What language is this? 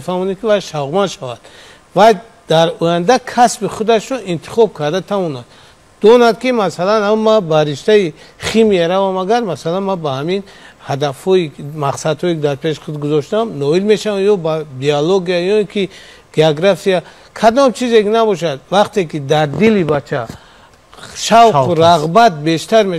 Tajik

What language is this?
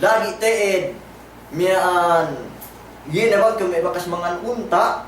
Yakan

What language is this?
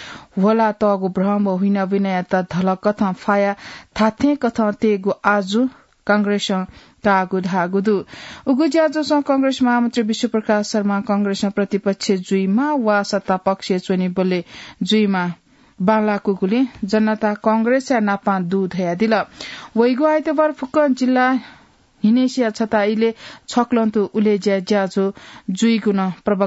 Newari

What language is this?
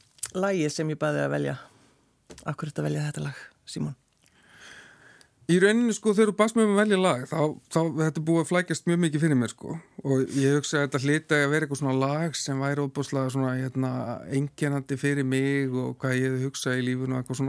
Icelandic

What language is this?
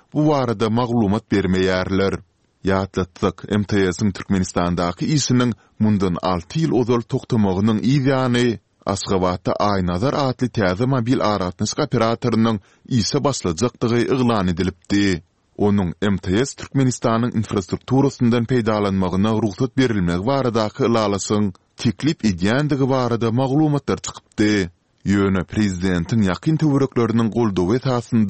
Turkmen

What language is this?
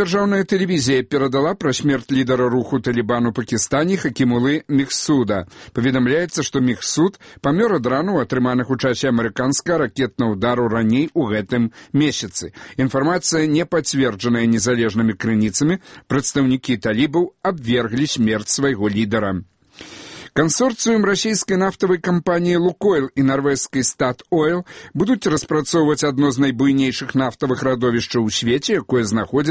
Belarusian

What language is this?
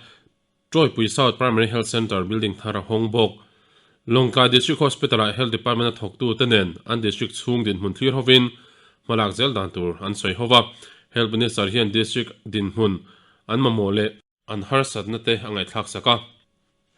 Mizo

